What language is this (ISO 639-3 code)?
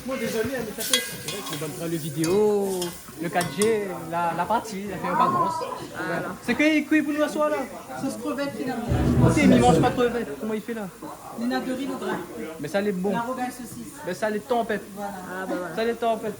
rcf